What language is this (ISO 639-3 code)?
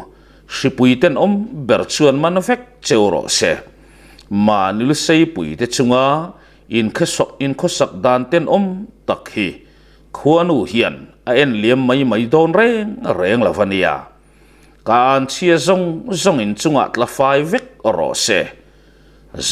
lus